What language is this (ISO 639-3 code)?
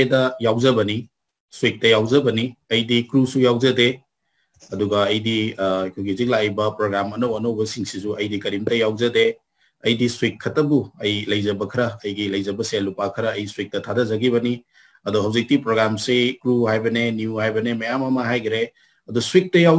mni